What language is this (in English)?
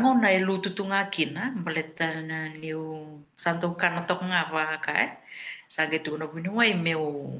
Fijian